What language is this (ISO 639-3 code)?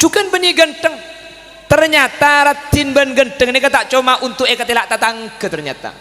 mad